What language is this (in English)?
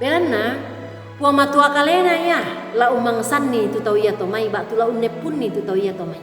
Toraja-Sa'dan